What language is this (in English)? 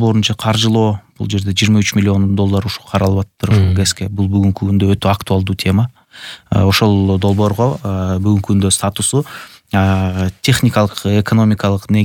Kyrgyz